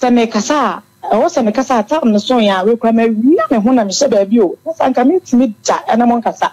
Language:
Akan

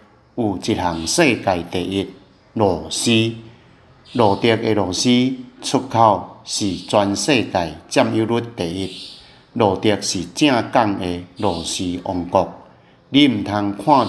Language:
Min Nan Chinese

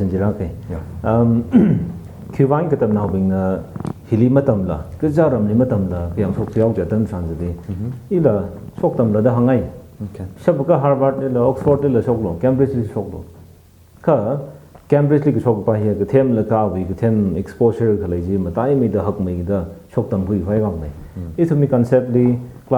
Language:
Tangkhul Naga (India)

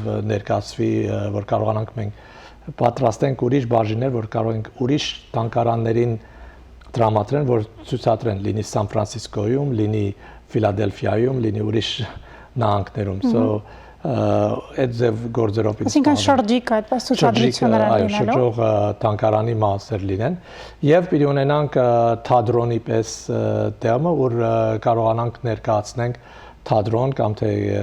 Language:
Western Armenian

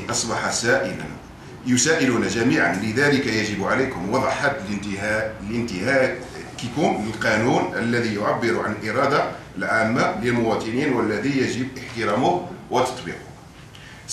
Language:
Moroccan Arabic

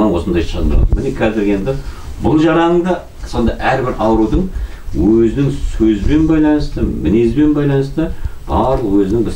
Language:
Kazakh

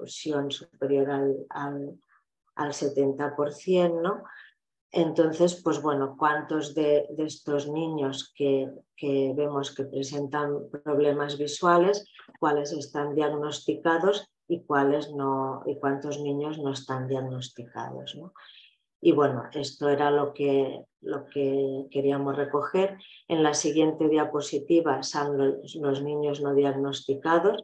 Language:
Spanish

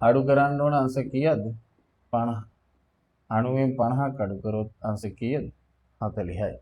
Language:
Sinhala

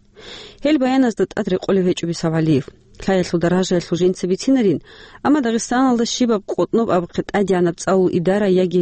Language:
Avaric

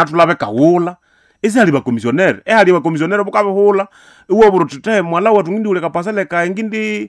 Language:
Nande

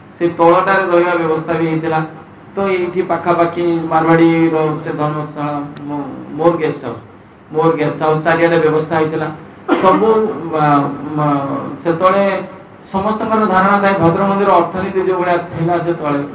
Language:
Odia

